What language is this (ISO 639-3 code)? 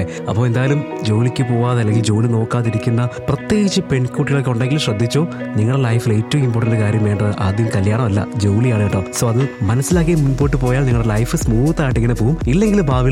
mal